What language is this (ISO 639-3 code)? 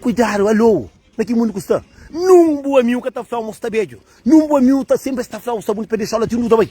kea